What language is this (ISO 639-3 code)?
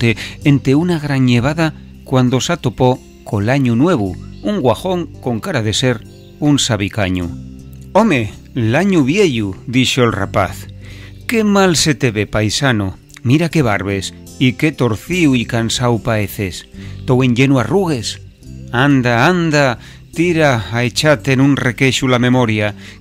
ast